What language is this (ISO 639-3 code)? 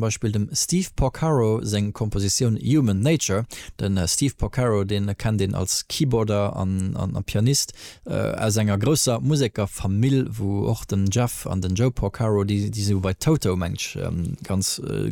ltz